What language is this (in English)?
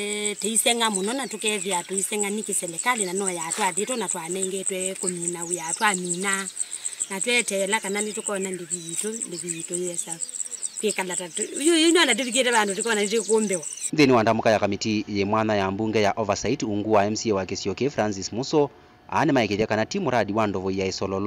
Kamba